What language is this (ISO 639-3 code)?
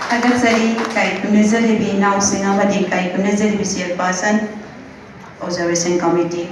mni